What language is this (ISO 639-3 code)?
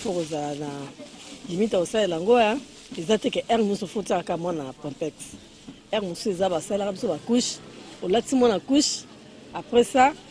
lin